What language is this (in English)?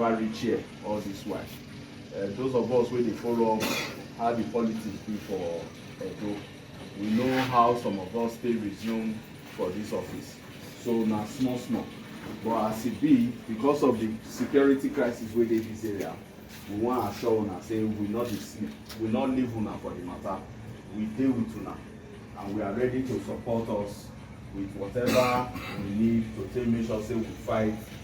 Nigerian Pidgin